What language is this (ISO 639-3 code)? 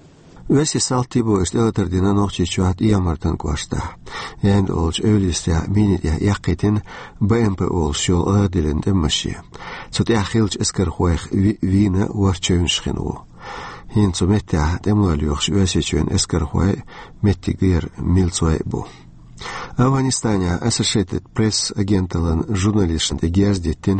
che